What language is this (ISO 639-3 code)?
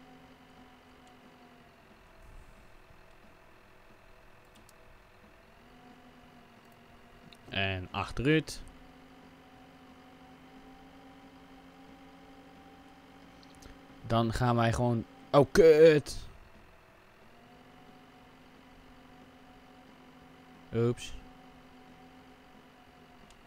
nld